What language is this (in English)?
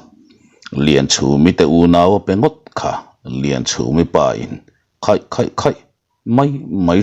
Mizo